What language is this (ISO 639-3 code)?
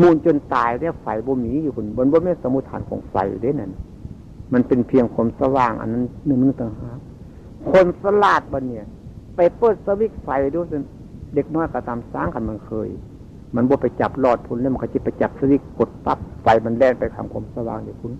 tts